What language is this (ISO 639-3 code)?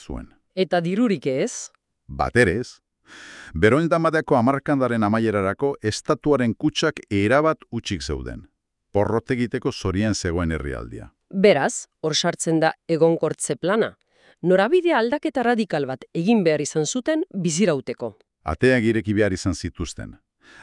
eus